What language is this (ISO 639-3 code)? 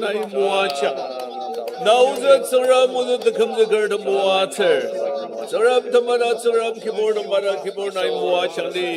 njo